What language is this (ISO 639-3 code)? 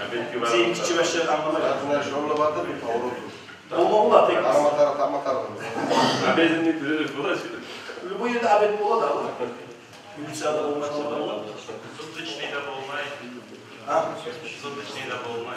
kum